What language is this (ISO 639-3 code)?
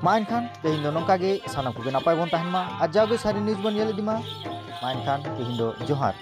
sat